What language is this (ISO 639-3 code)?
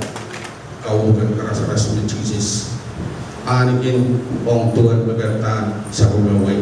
pon